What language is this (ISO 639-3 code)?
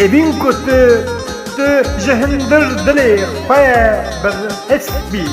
kur